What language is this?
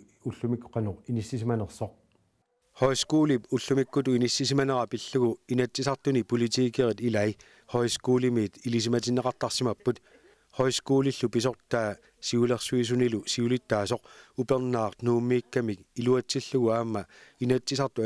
Kalaallisut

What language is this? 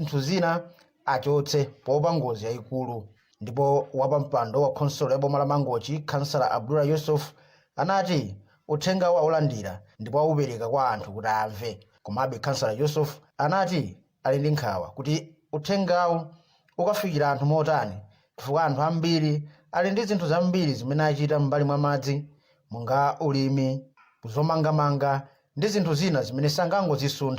Nyanja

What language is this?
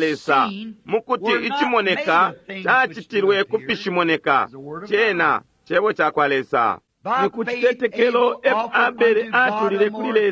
Bemba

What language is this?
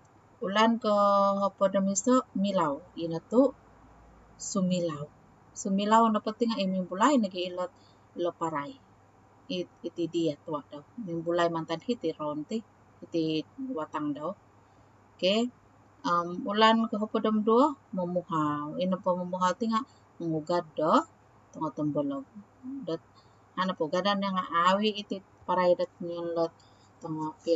Central Dusun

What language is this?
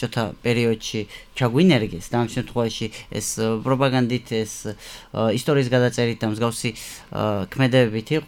Georgian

